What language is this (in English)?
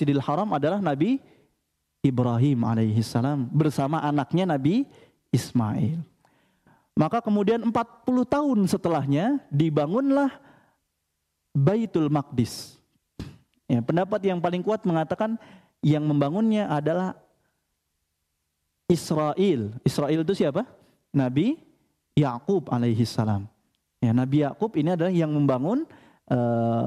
Indonesian